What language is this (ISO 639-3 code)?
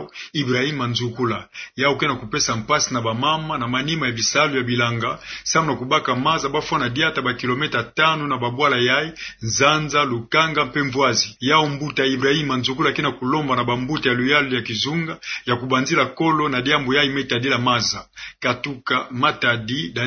ktu